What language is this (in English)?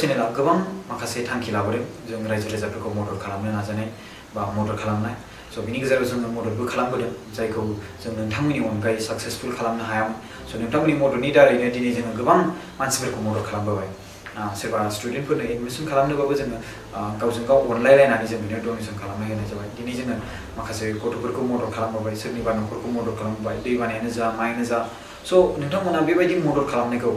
Bodo